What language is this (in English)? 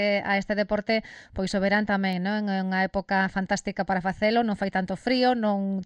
Galician